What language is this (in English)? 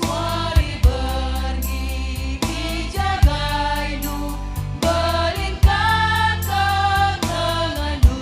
Batak Karo